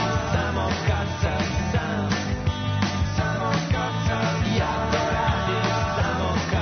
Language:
Serbian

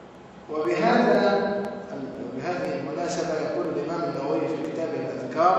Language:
Arabic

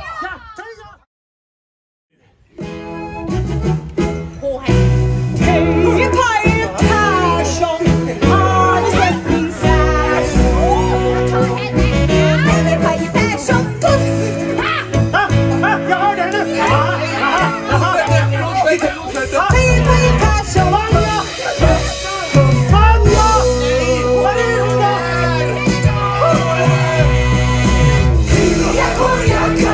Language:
Swedish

